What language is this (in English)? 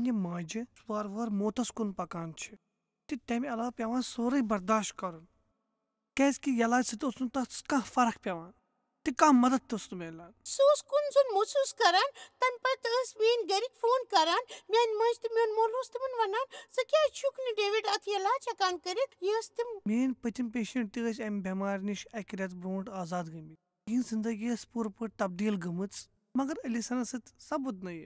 Kashmiri